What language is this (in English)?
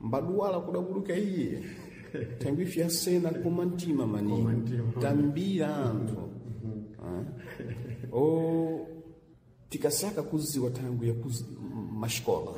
Sena